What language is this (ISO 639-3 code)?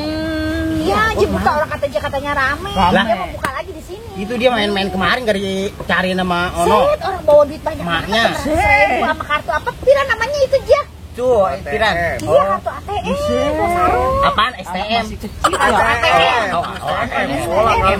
bew